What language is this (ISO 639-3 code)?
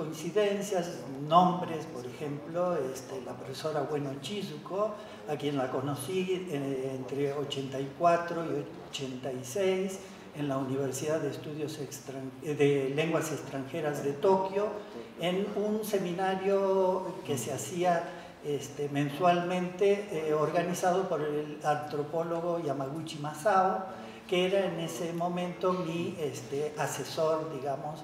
spa